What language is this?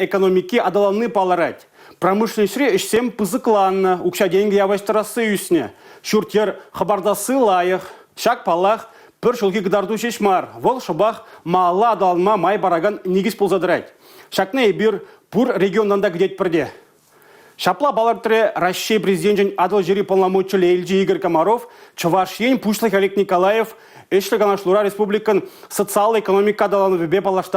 Chuvash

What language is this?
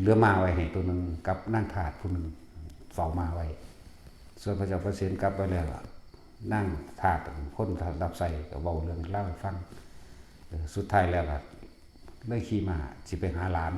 Lao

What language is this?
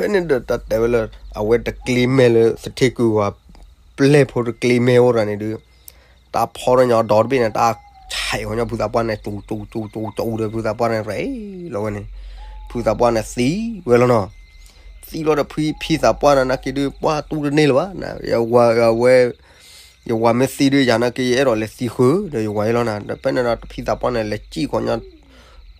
S'gaw Karen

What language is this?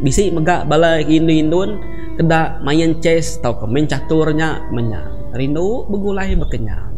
Iban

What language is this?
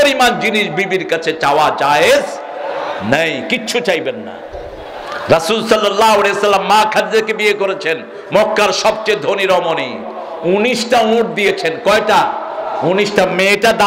Bangla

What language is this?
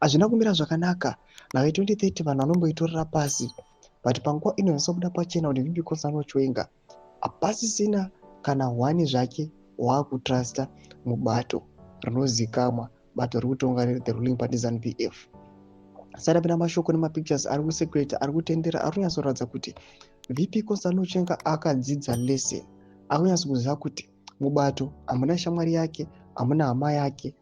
Shona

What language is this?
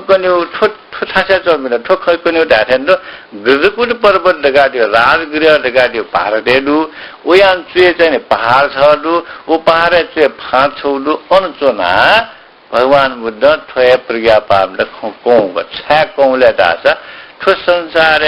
Newari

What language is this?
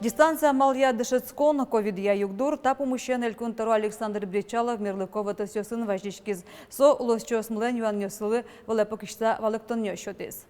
Udmurt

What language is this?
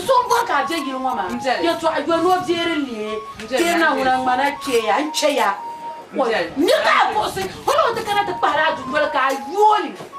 Dagbani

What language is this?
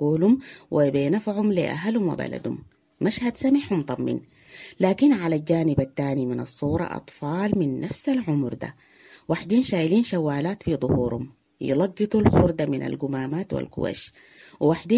Sudanese Arabic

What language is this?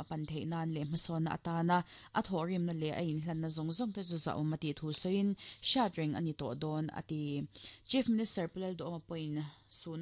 Mizo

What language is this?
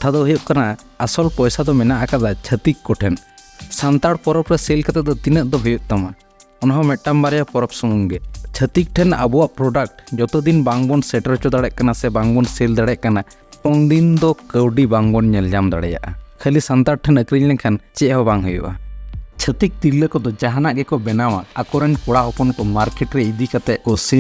Santali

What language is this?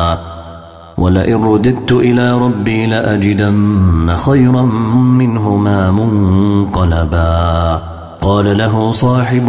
Arabic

